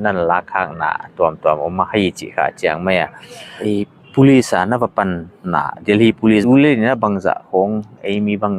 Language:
Paite Chin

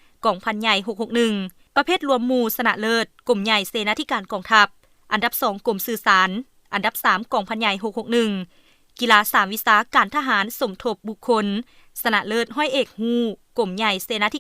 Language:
Lao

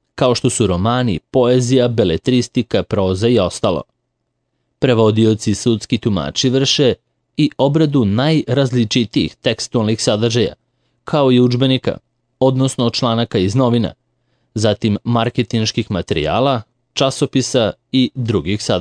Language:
Serbian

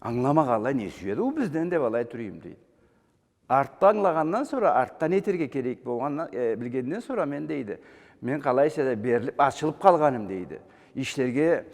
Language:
Karachay-Balkar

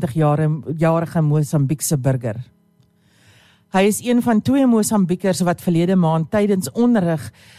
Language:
Afrikaans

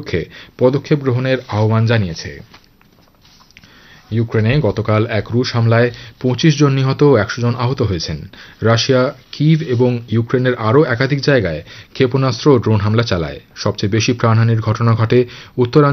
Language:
Bangla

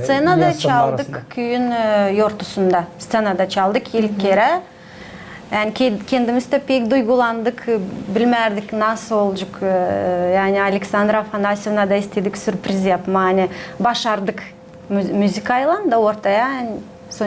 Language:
Gagauz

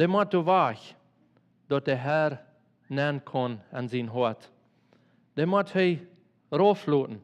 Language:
Plautdietsch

